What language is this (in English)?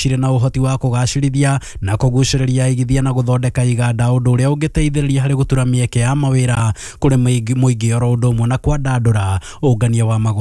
Kikuyu